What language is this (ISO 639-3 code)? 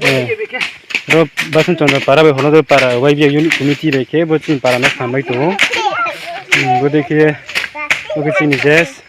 ria